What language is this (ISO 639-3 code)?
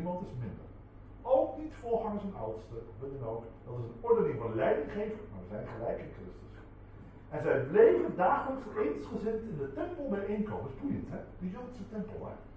nld